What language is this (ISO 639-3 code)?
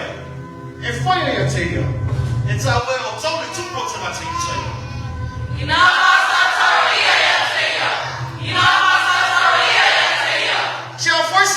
smo